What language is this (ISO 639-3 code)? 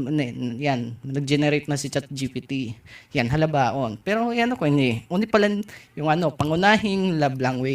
bik